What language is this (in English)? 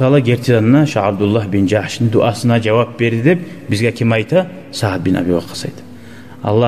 Kumyk